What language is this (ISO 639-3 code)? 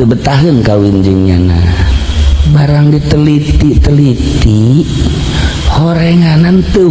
sun